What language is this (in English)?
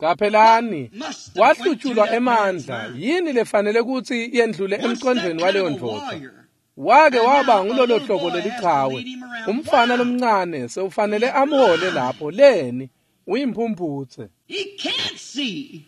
Swati